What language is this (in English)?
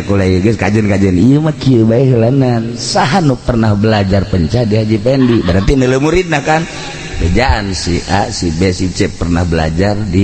Sundanese